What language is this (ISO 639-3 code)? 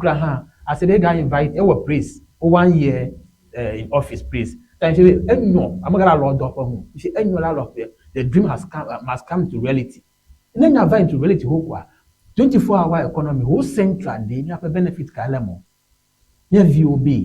ewe